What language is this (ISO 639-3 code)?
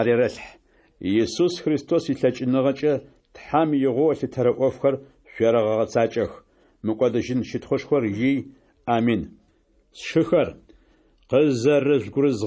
ady